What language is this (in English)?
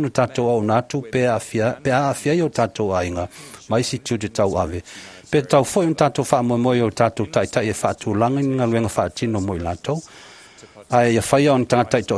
Samoan